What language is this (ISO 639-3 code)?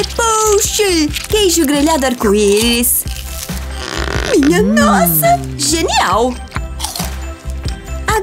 por